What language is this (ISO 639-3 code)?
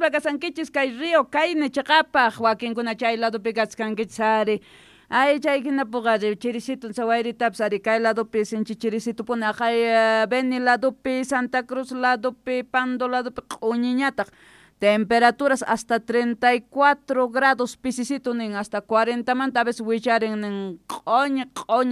quh